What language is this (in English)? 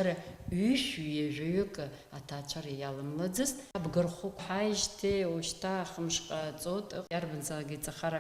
Abkhazian